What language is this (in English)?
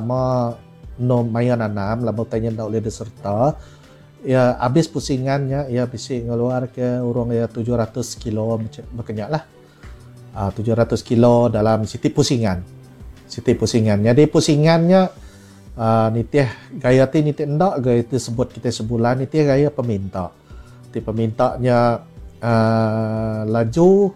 Iban